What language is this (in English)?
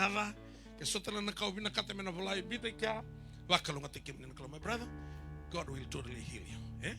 Fijian